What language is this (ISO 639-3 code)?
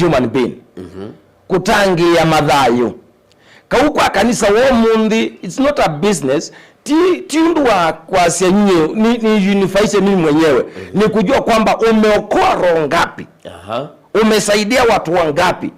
kam